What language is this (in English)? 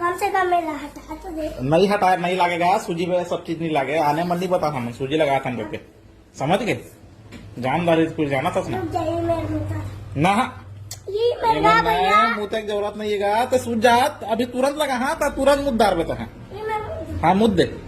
Chhattisgarhi